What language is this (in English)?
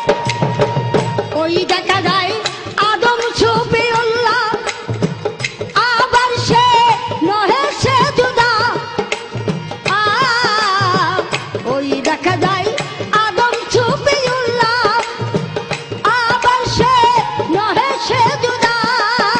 Bangla